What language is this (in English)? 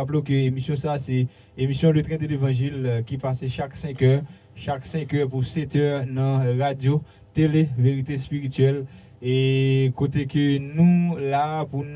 Haitian Creole